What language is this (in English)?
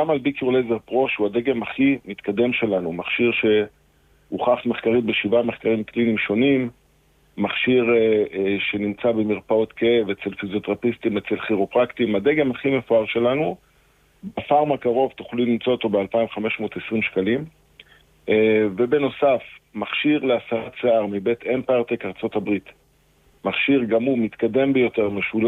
Hebrew